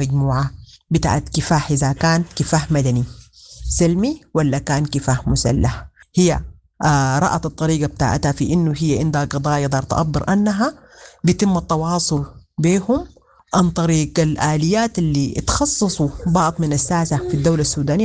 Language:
Sudanese Arabic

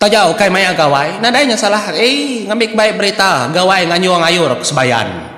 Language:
Iban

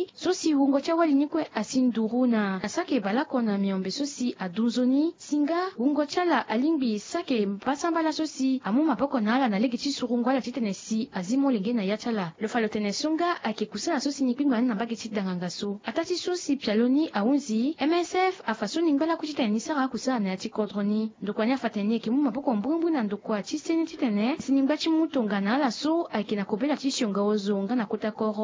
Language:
Sango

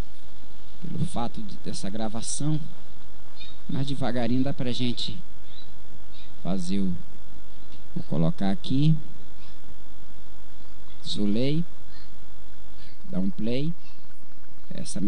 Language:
Portuguese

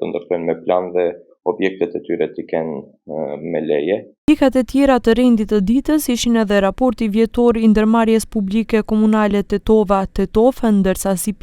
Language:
Albanian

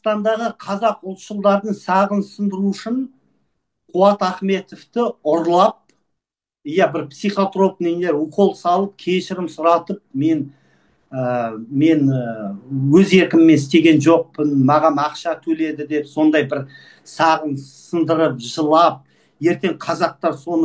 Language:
Kazakh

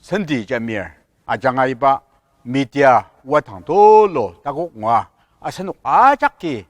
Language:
Ao Naga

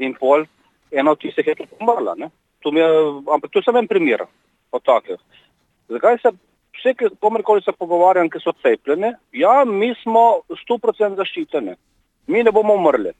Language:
Slovenian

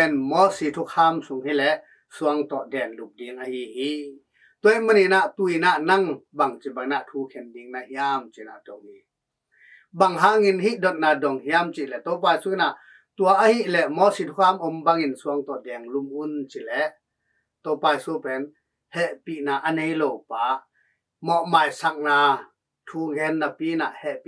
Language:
Tedim Chin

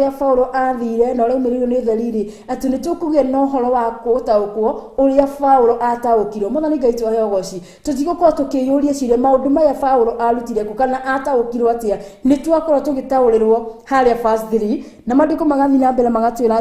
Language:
Kikuyu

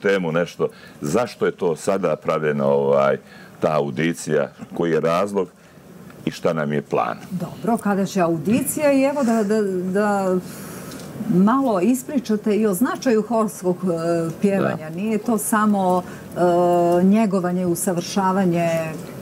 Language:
Bosnian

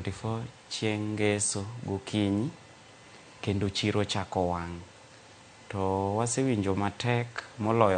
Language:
Luo (Kenya and Tanzania)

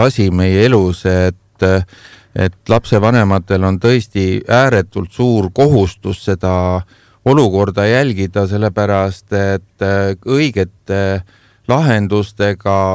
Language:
Estonian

